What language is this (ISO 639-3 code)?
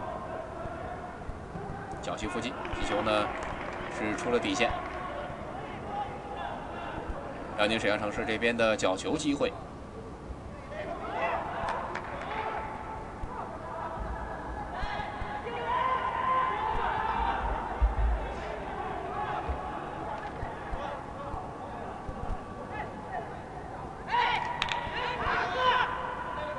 zho